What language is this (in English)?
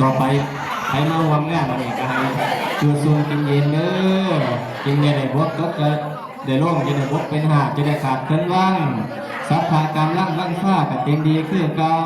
Northeastern Thai